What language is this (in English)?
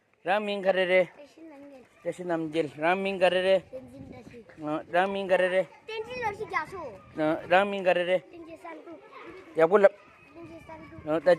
Tibetan